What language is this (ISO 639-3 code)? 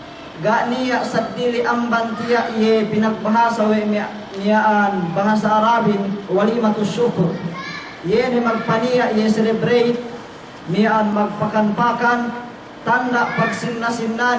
yka